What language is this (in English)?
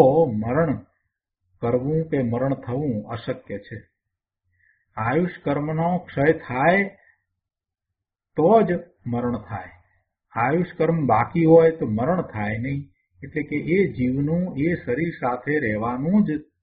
Gujarati